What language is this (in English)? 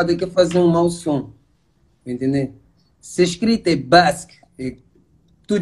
Kabuverdianu